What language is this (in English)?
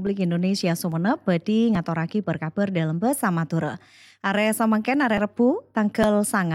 Madurese